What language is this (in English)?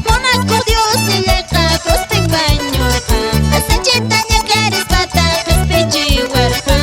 Quechua